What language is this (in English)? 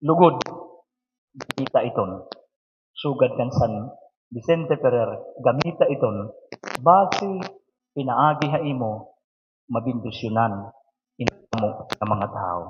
Waray